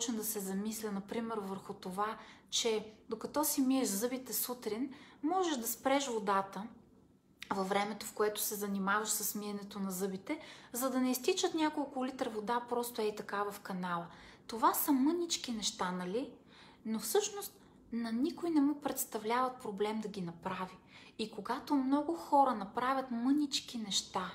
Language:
Bulgarian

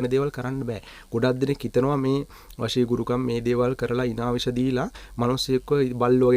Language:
Sinhala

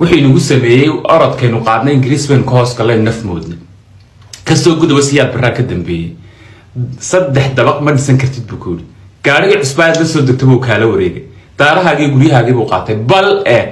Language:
Somali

